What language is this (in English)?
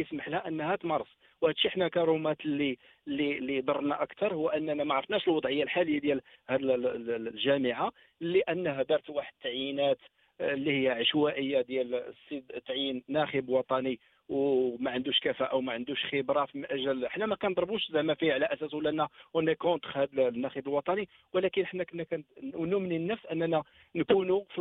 Moroccan Arabic